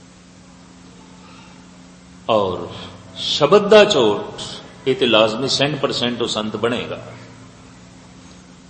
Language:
Punjabi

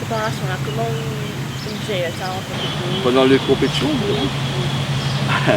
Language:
Morisyen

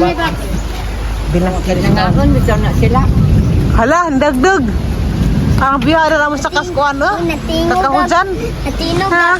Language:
Cebuano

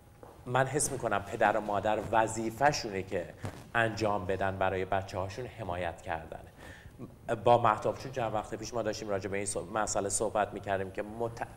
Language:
Persian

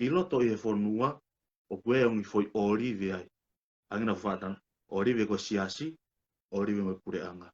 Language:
Tongan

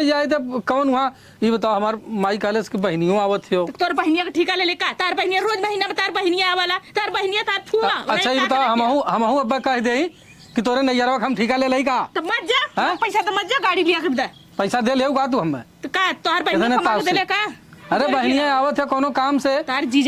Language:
Awadhi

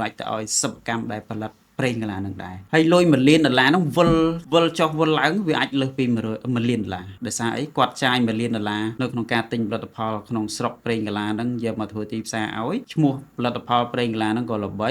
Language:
Khmer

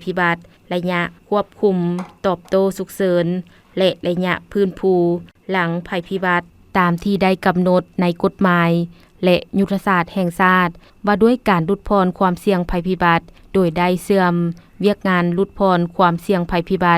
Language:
Lao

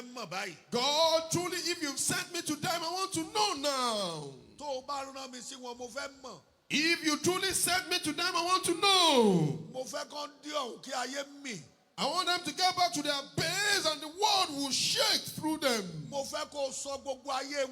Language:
Yoruba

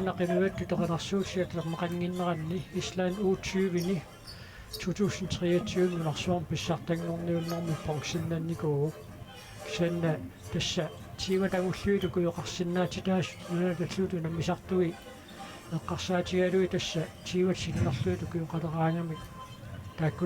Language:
Kalaallisut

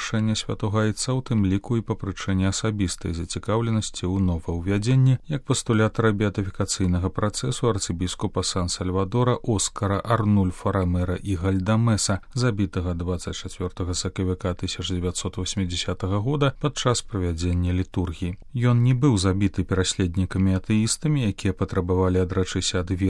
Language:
Belarusian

